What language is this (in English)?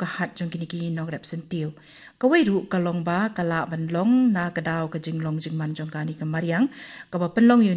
Khasi